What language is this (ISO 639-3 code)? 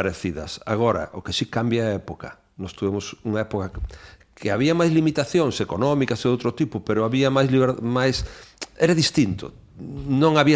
glg